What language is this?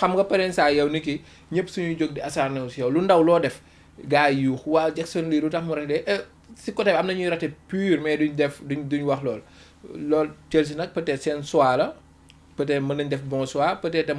Wolof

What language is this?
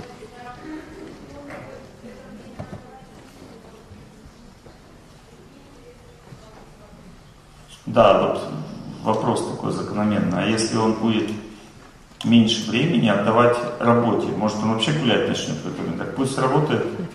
Russian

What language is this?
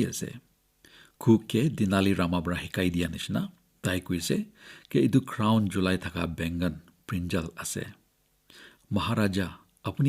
Naga Pidgin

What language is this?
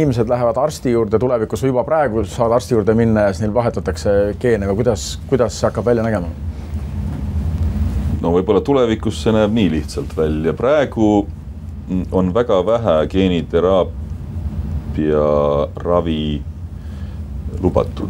Estonian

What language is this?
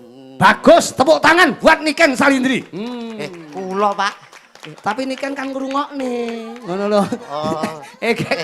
Javanese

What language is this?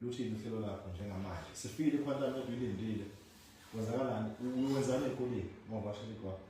Zulu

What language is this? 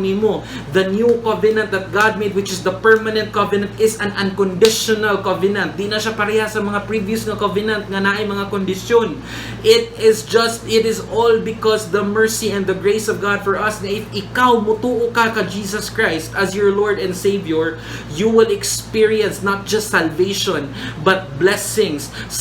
Cebuano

